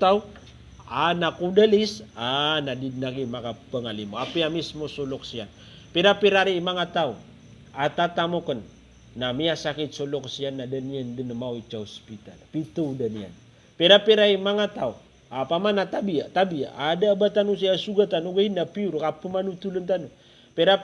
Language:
Maranao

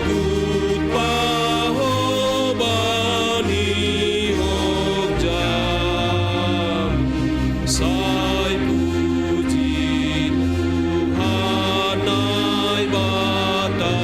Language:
Batak Simalungun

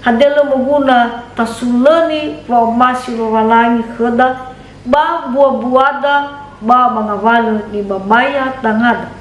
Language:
Nias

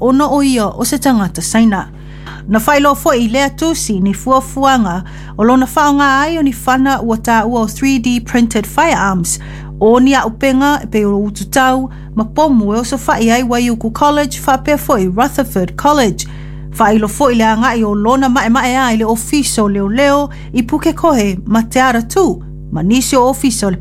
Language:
Samoan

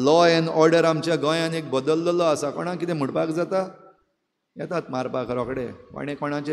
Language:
Konkani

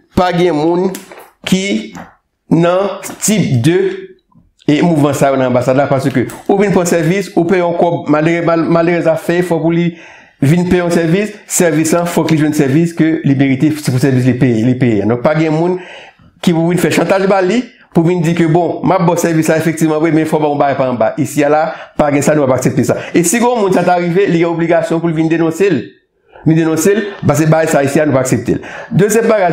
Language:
Haitian Creole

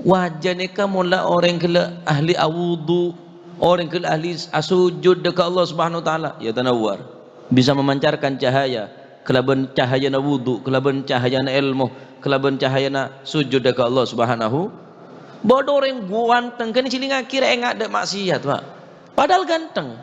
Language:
Madurese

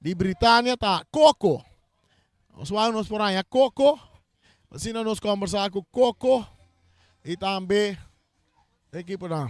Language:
Papiamento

